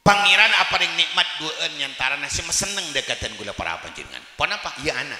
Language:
Madurese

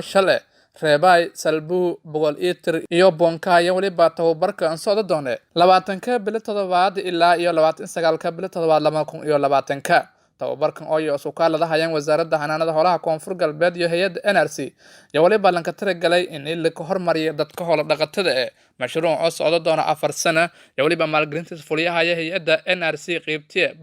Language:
Somali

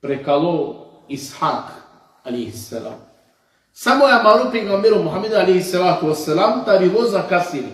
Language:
Balkan Romani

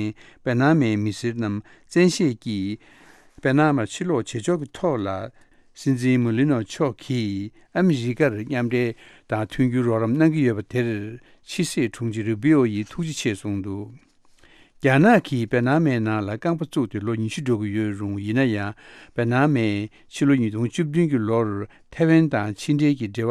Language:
Tibetan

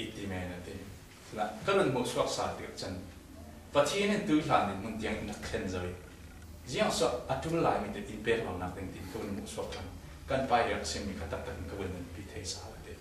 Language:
Falam Chin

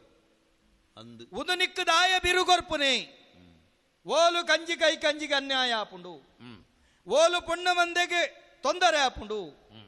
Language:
Tulu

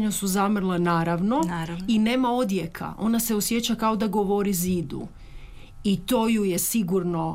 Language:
Croatian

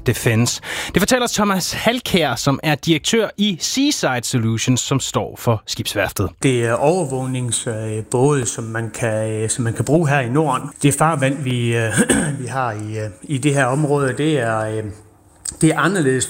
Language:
Danish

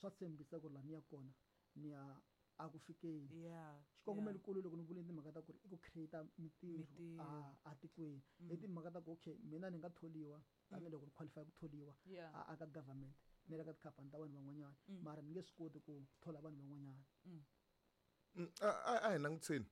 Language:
Tsonga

